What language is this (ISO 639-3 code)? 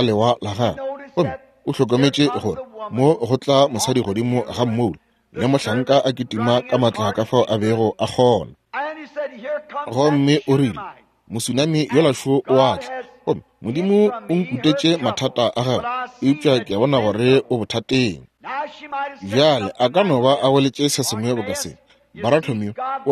nso